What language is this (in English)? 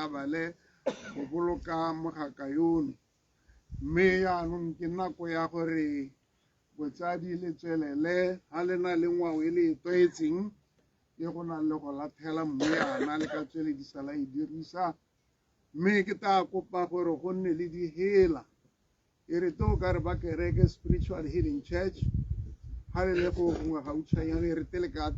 Tswana